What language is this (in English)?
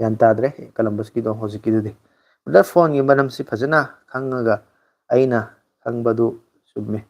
Manipuri